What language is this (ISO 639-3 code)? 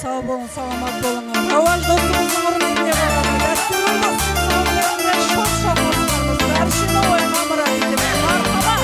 kaa